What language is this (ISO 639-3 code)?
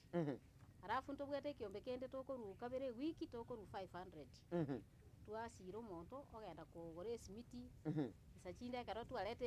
guz